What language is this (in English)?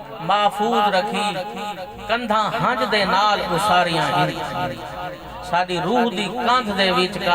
Saraiki